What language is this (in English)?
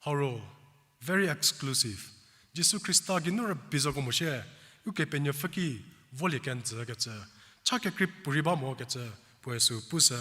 Angami Naga